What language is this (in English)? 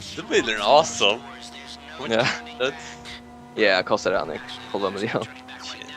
Faroese